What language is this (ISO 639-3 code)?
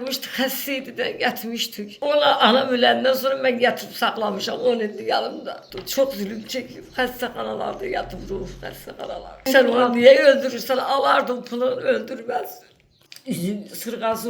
aze